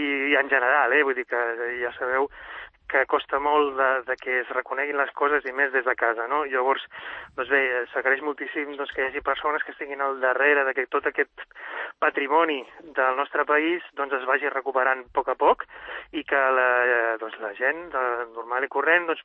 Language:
Catalan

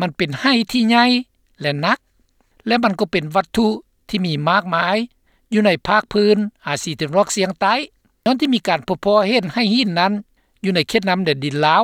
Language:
Lao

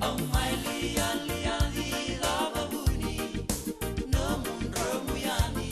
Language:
Fijian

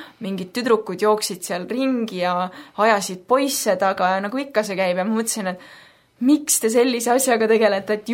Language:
Estonian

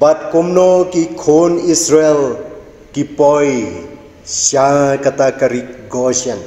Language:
Khasi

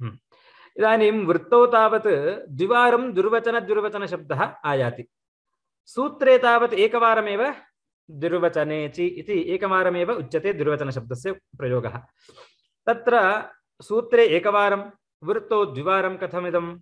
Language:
Sanskrit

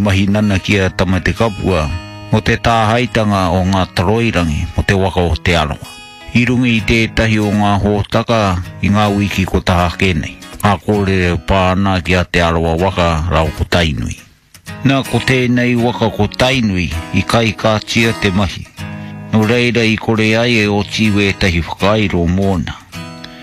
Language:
Māori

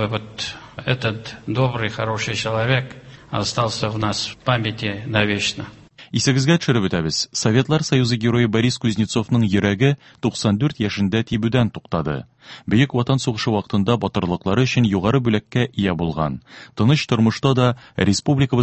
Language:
Tatar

